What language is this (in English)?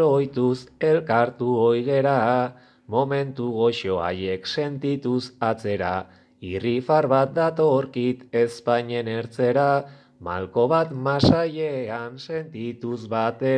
Basque